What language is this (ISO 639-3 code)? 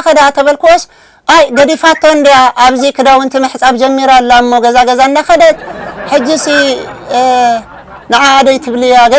tir